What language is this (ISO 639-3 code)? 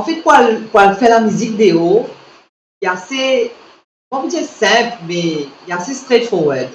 mfe